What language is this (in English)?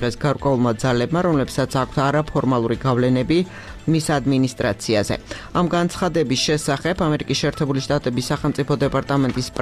Georgian